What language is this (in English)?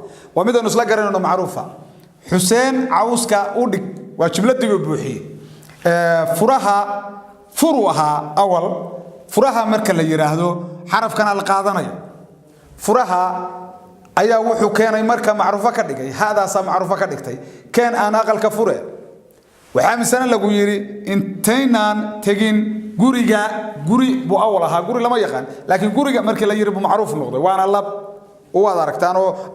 Somali